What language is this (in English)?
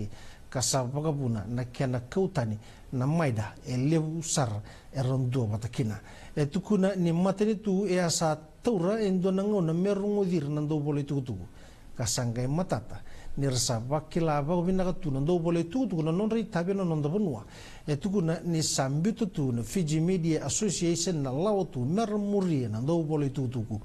Fijian